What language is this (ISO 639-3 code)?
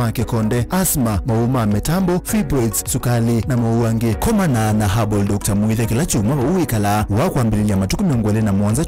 kam